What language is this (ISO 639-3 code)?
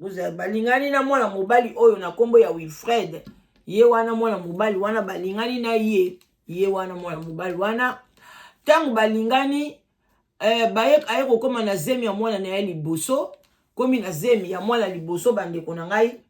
lin